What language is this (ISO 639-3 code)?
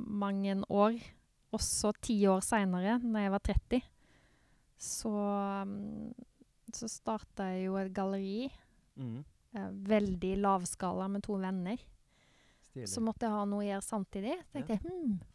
nor